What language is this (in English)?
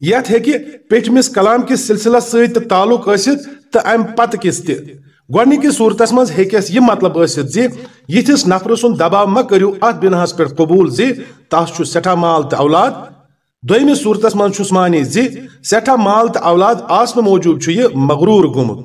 Kashmiri